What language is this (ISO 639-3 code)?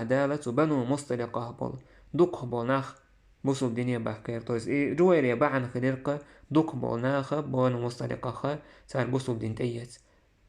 che